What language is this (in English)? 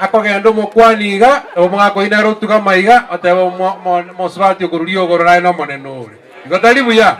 Gusii